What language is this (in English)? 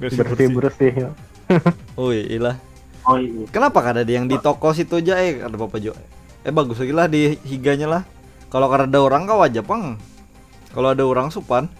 Banjar